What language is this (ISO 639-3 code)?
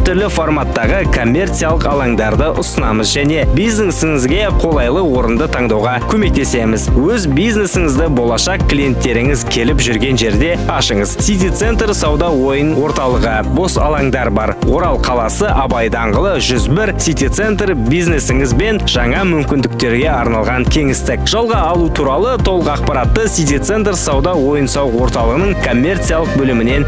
kaz